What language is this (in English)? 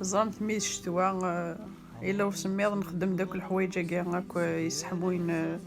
Kabyle